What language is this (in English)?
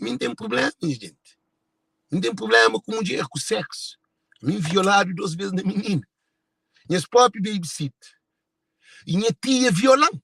Kabuverdianu